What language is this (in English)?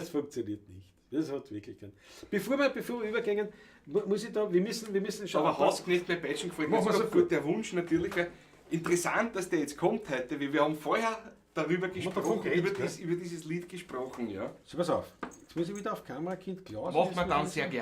Bavarian